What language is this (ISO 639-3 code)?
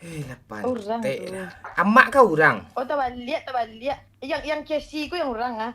min